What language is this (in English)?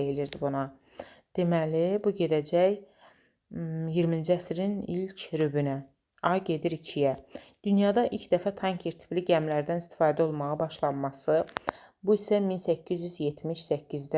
Azerbaijani